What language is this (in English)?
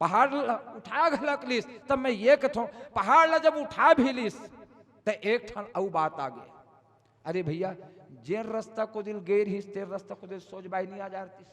Chhattisgarhi